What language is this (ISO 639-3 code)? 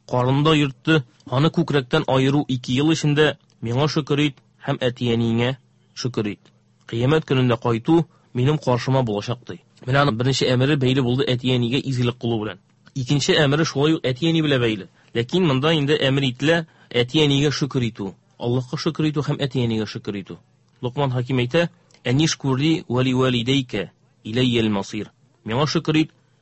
tat